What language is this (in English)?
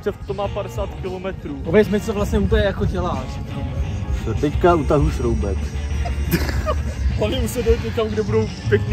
Czech